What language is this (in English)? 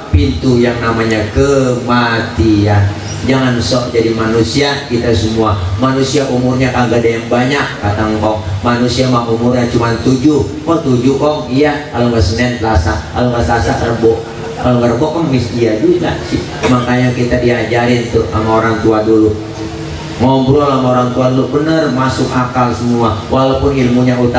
Betawi